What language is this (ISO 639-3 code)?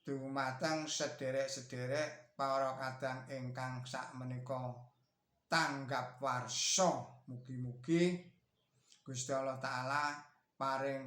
jav